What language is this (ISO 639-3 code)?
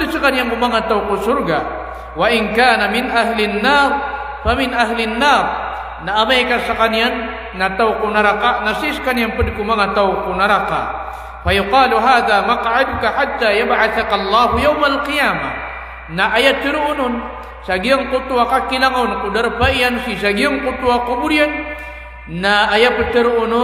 mrw